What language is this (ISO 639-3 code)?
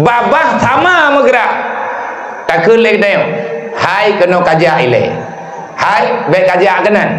ace